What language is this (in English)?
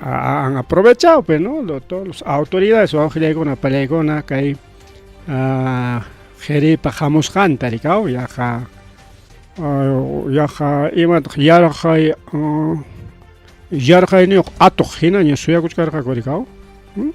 Ayacucho Quechua